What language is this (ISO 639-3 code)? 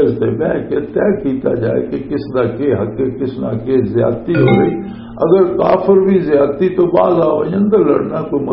lah